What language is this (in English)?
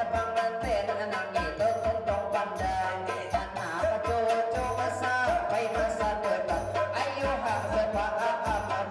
Banjar